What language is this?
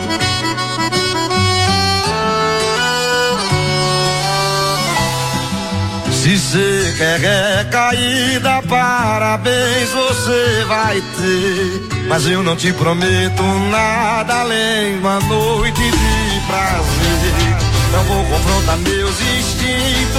Portuguese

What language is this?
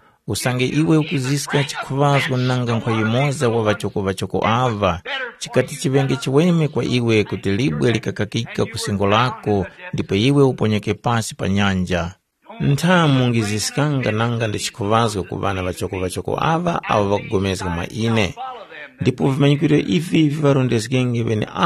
Tumbuka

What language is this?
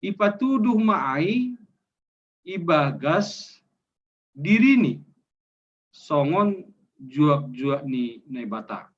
Batak Simalungun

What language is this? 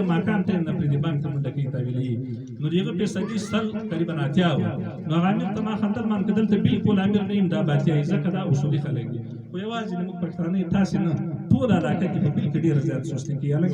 Pashto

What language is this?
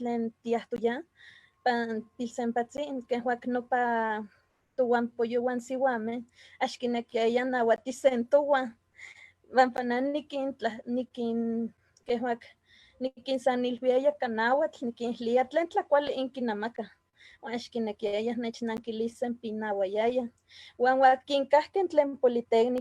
Eastern Huasteca Nahuatl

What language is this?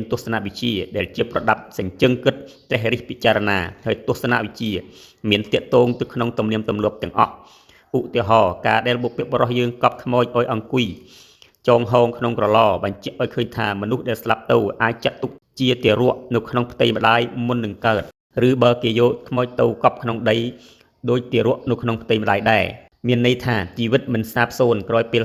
Khmer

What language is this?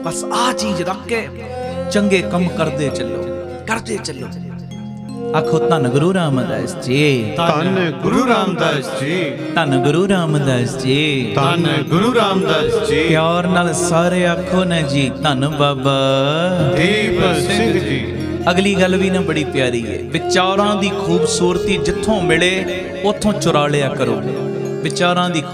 Punjabi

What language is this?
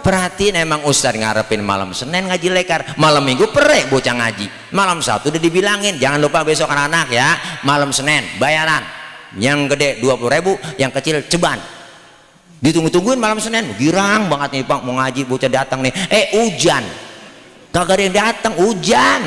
Betawi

